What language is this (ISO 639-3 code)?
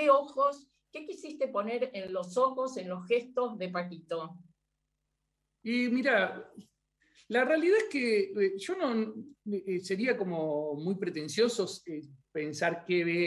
spa